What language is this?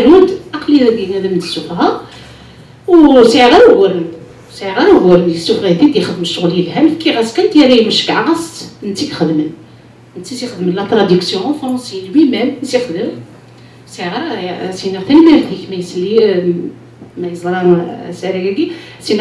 Kabyle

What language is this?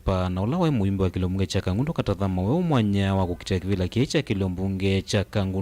Kamba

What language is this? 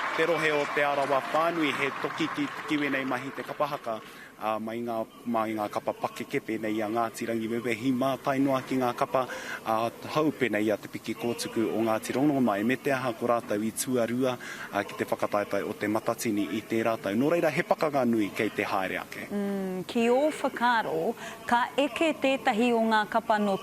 Māori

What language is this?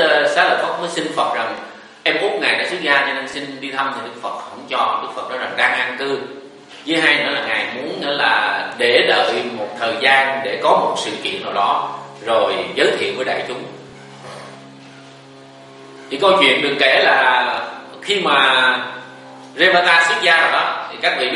Vietnamese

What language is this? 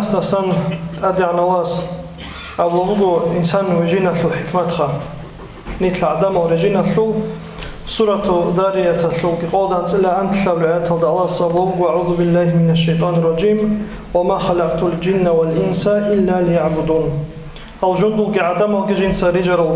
Avaric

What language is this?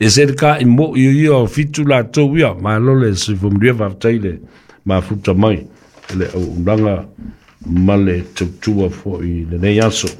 Samoan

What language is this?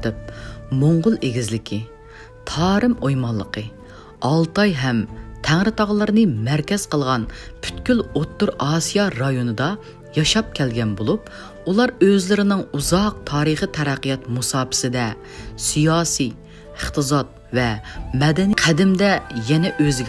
Uyghur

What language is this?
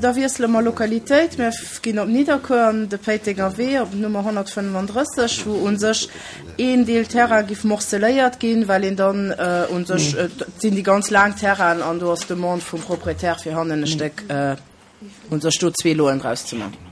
Luxembourgish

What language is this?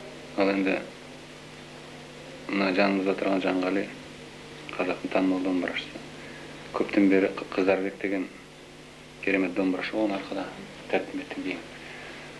Kazakh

